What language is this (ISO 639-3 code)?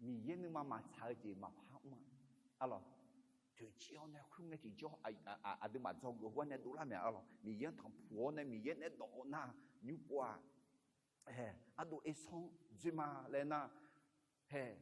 ahk